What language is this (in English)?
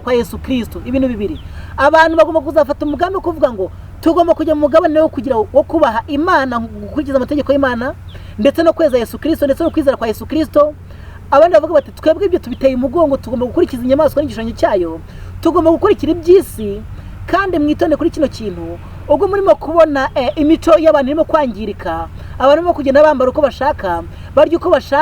Kinyarwanda